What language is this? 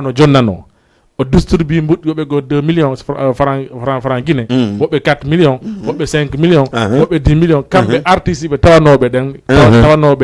Fula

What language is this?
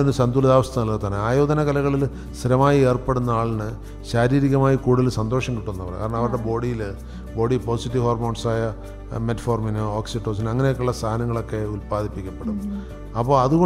Malayalam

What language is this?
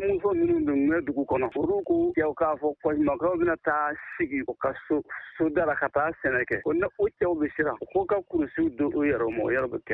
Bambara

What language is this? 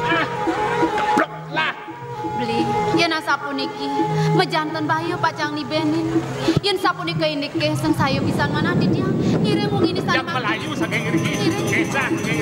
Balinese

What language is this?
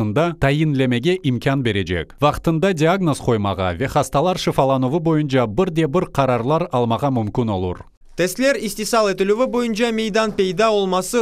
Crimean Tatar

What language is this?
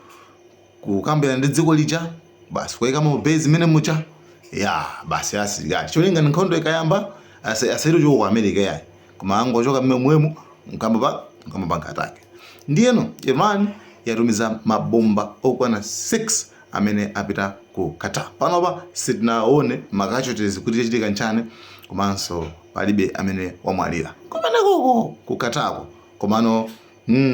Nyanja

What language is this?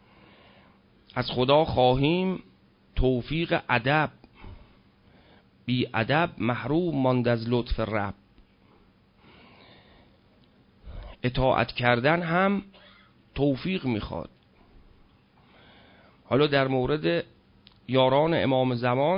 Persian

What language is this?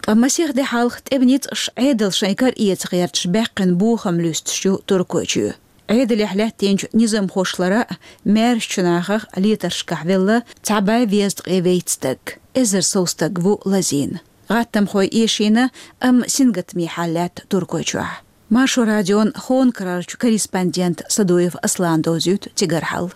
Chechen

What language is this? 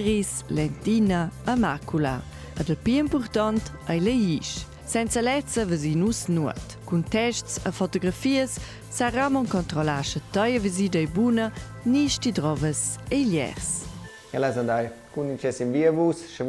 Romansh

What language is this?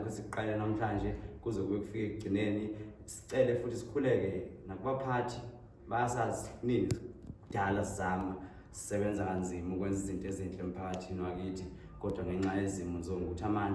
Zulu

